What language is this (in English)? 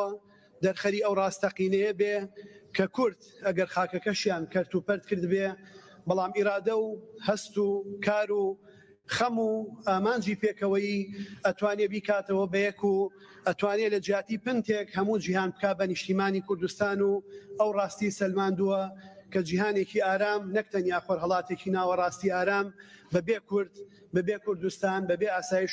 Kurdish